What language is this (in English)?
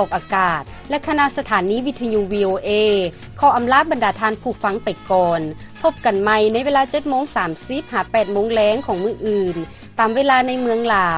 Lao